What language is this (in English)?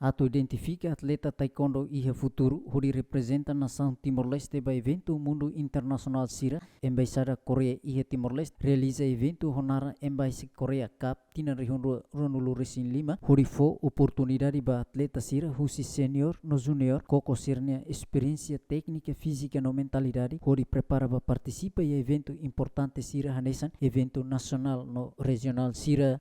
Tetum